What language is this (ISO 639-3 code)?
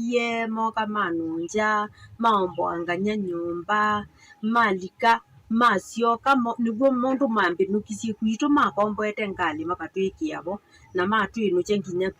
kam